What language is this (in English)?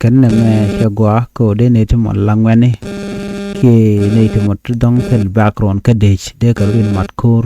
Nuer